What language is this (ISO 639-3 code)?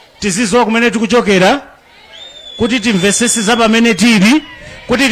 nya